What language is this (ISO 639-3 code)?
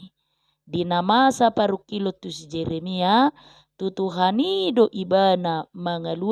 bbc